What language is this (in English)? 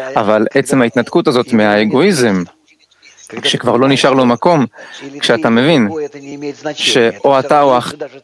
Hebrew